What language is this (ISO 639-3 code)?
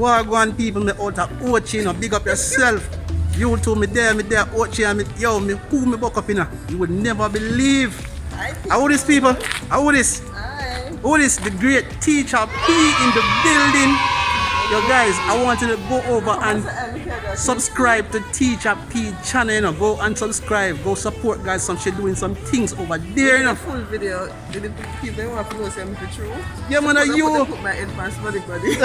jam